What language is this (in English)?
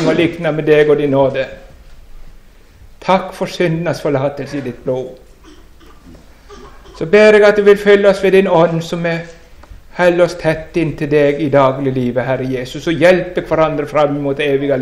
Norwegian